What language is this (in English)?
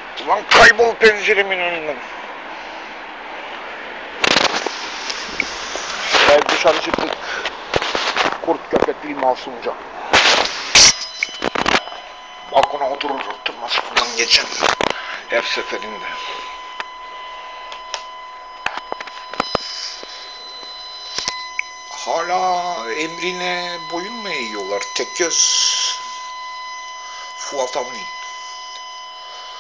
Turkish